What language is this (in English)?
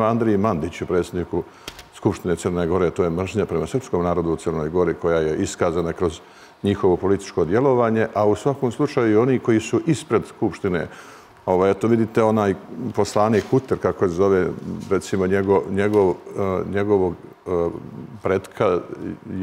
Serbian